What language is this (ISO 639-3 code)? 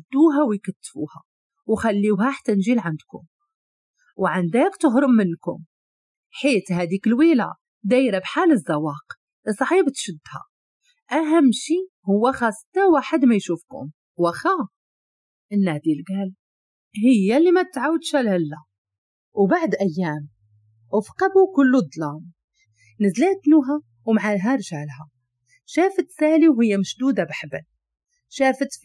ary